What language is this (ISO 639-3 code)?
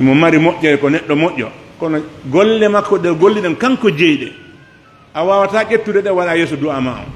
fuf